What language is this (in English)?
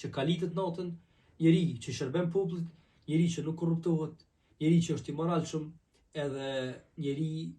Albanian